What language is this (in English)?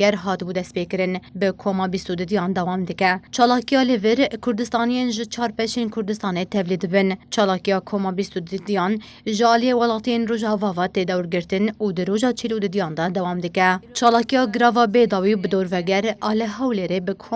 Kurdish